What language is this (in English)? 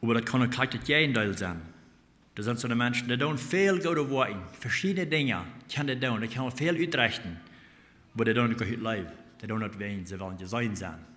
Plautdietsch